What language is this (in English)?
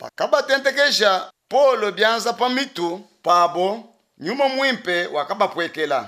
Luba-Lulua